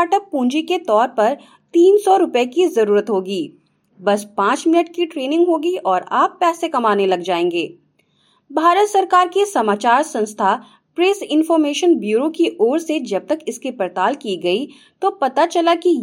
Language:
Hindi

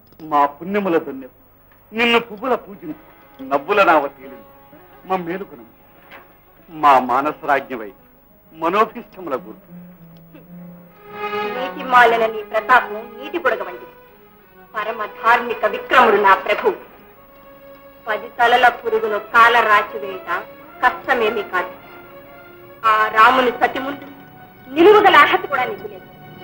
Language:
Telugu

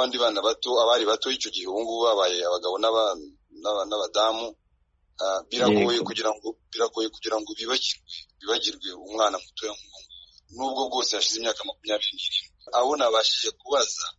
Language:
Kinyarwanda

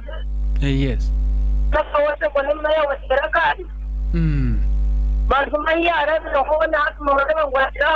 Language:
Nyankole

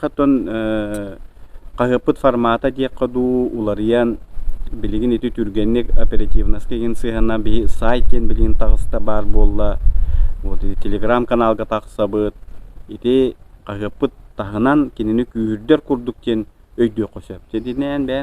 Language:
Yakut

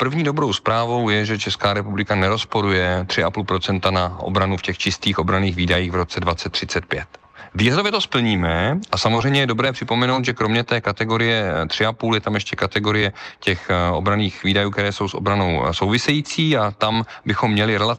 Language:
Czech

